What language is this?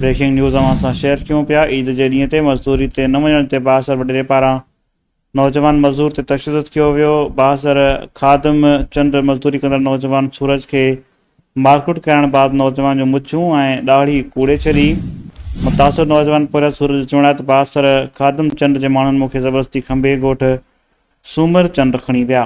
Sindhi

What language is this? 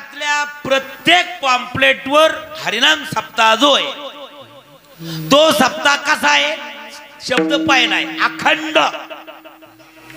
Marathi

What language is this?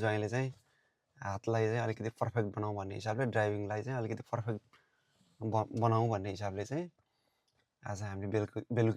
Nepali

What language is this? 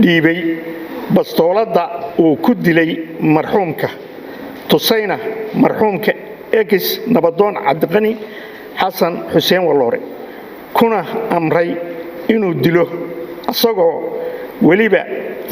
Somali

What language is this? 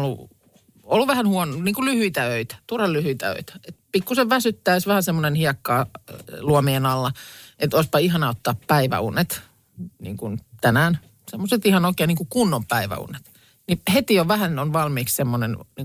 Finnish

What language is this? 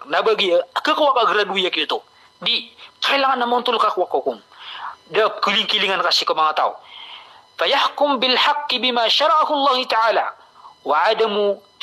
Maranao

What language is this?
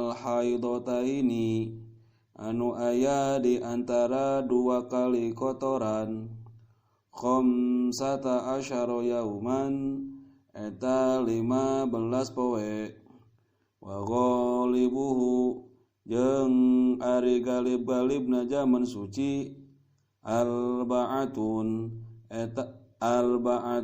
Sundanese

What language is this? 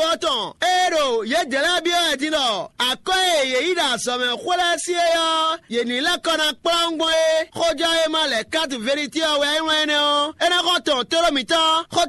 Fon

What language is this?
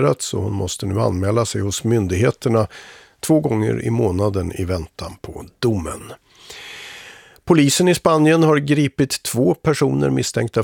Swedish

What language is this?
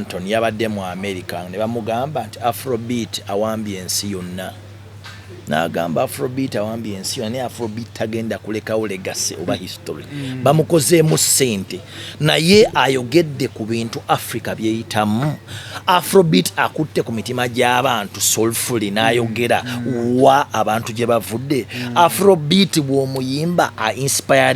Ganda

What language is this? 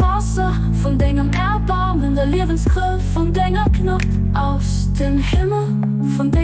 Luxembourgish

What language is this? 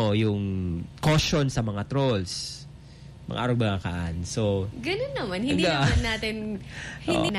Bikol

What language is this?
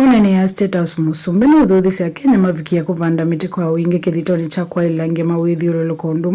Kamba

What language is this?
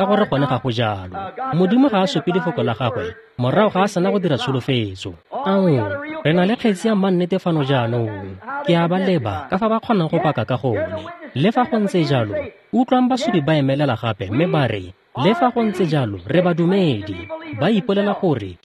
Tswana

